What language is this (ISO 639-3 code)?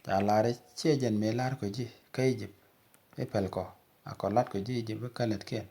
nus